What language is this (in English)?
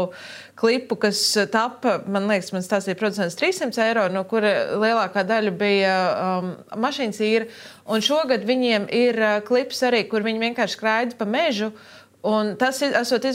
Latvian